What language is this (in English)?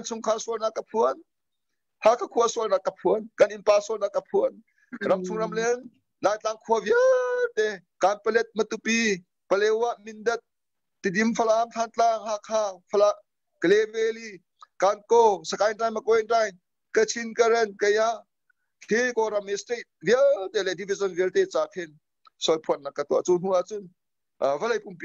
Hakha Chin